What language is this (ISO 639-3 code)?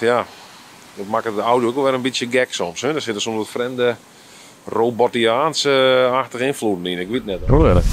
fry